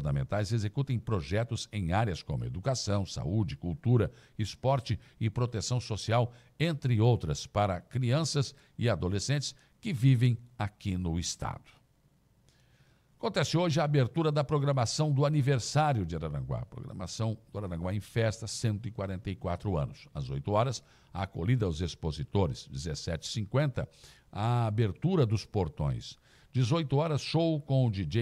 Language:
Portuguese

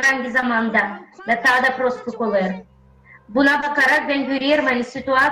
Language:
Gagauz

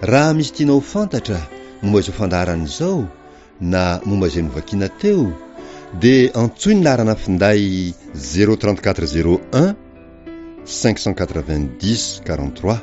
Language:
Malagasy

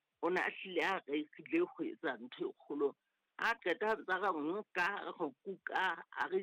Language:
Southern Sotho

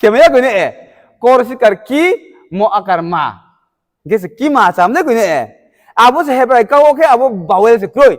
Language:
Riang (India)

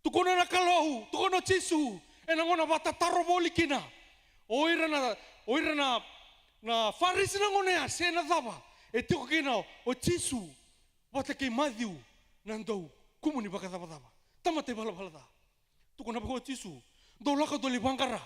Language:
Fijian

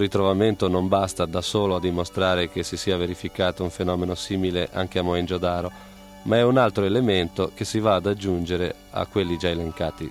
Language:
Italian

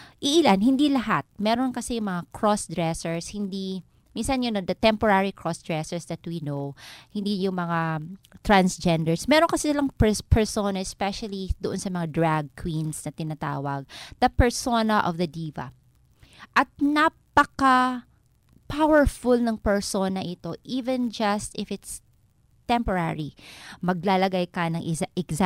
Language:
Filipino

